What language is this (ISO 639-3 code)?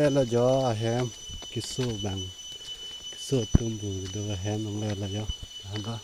mjw